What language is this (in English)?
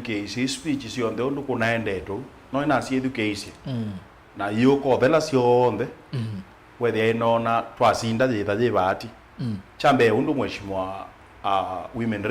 Kamba